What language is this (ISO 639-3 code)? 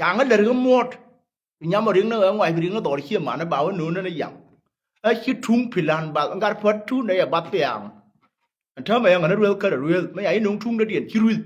nus